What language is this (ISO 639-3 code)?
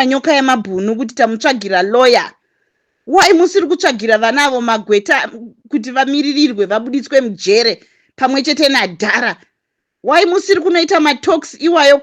sna